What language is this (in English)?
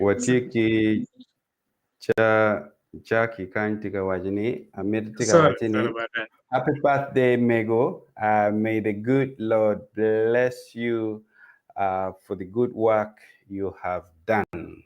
Acoli